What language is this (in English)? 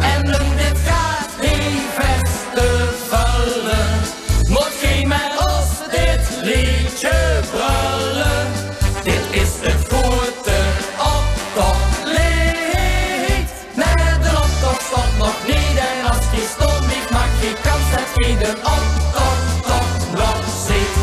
Limburgish